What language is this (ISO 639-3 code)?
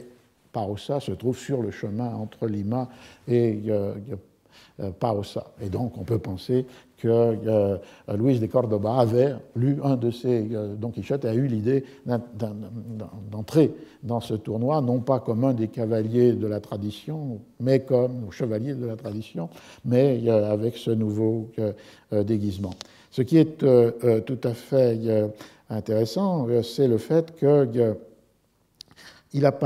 fra